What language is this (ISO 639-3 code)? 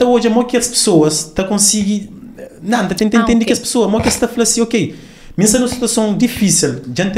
kea